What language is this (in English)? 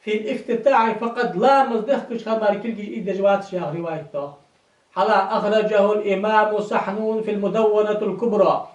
Ingush